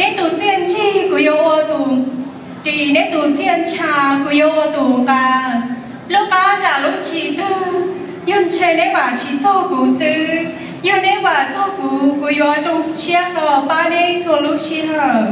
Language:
Hmong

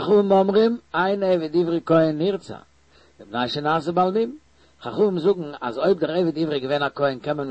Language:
Yiddish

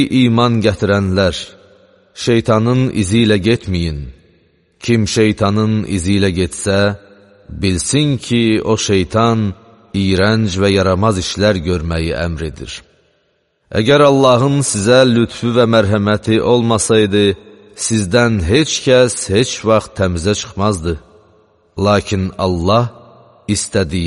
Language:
Azerbaijani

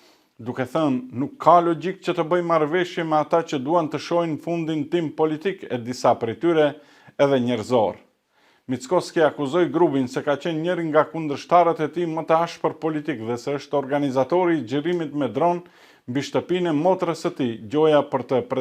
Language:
Albanian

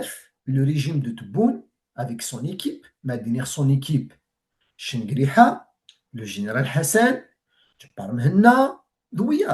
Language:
Kabyle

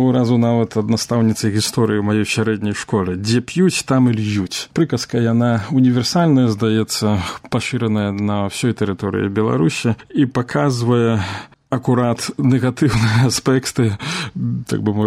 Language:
Belarusian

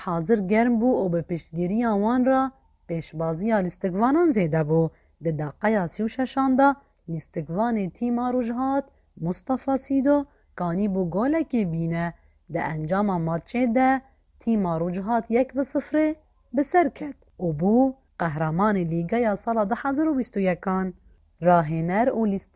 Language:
Kurdish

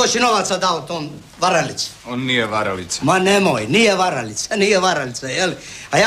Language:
Croatian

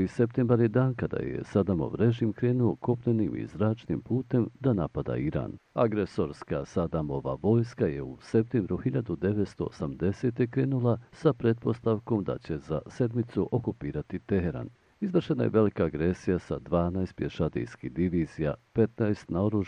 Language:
Bosnian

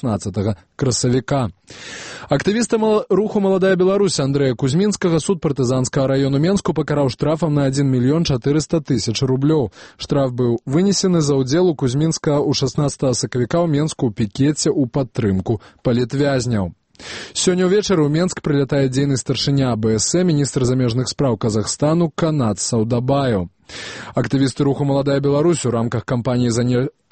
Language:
Belarusian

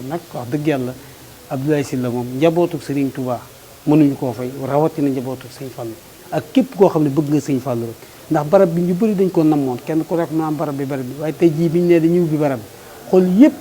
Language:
Wolof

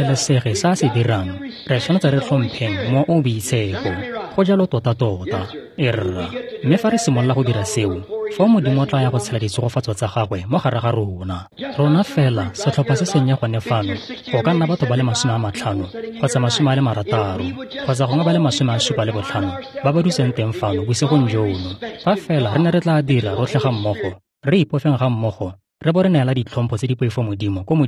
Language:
Tswana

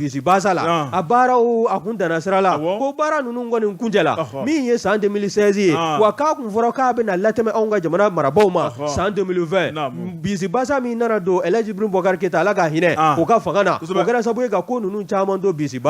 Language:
Bambara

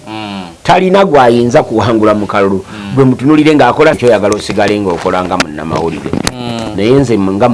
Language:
Ganda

